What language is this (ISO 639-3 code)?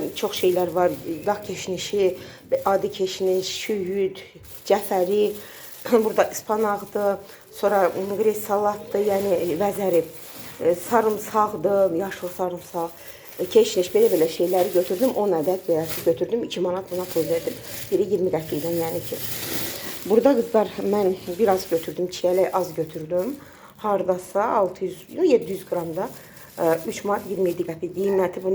aze